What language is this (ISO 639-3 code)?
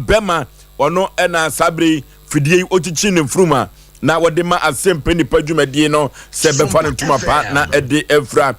aka